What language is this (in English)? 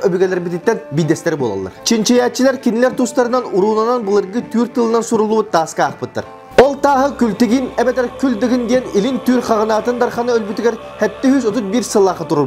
Yakut